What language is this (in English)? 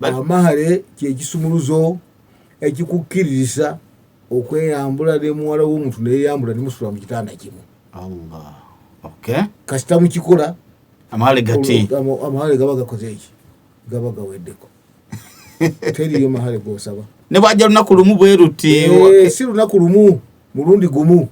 Ganda